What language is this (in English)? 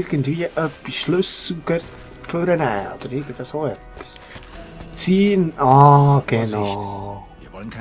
Swiss German